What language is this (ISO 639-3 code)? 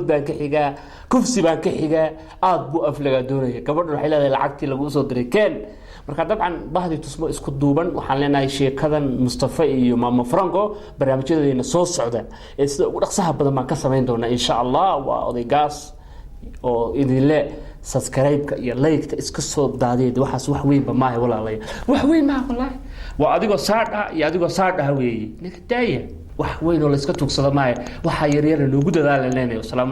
som